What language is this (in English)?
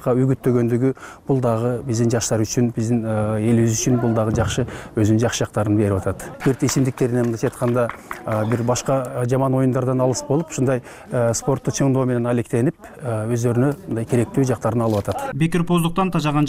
Kyrgyz